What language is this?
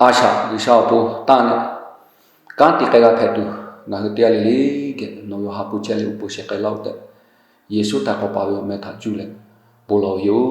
Lahu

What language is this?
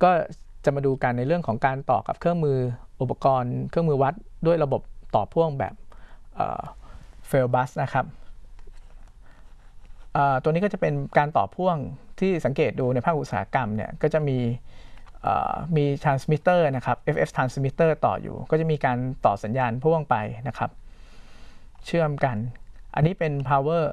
Thai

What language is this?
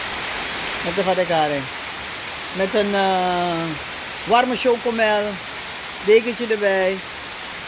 Dutch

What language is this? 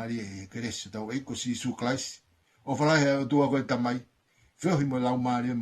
Tongan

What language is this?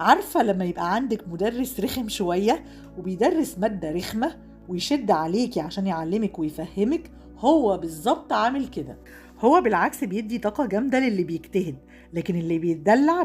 Egyptian Arabic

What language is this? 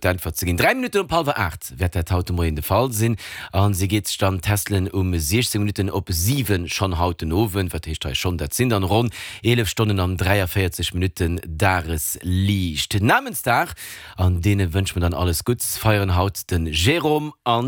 Luxembourgish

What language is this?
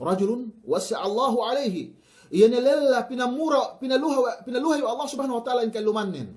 Yakan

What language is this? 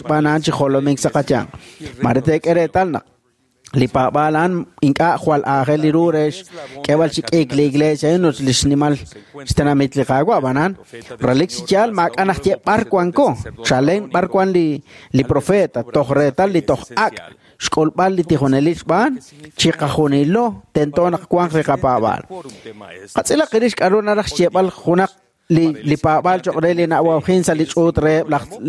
Kekchí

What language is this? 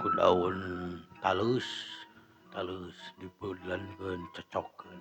Sundanese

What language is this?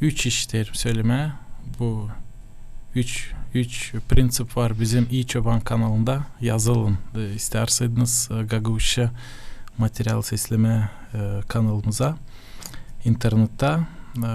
Gagauz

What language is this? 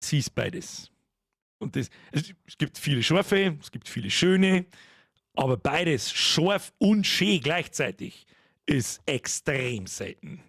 Bavarian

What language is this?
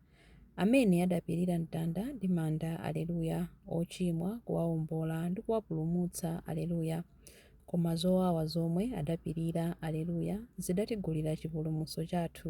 Nyanja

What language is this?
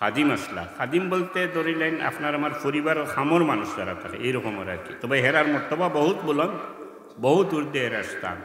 Sylheti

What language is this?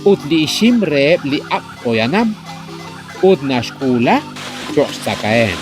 Kekchí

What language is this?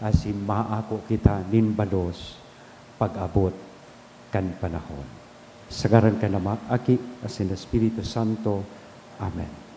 Bikol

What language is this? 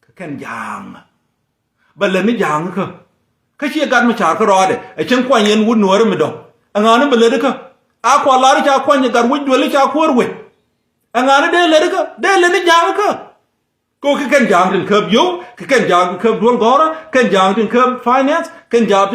Nuer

